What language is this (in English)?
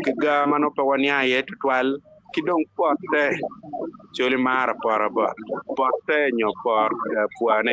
Acoli